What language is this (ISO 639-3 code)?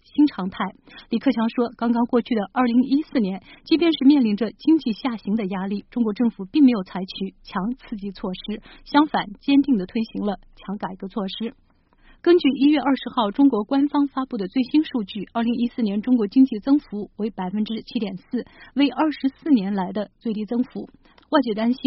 zho